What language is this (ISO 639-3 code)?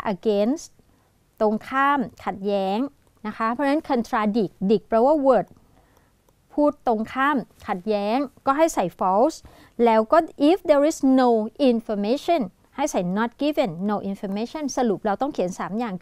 tha